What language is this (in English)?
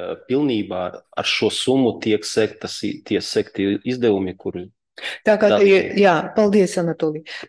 Latvian